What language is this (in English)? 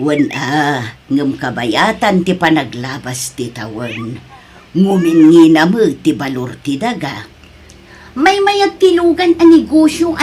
Iloko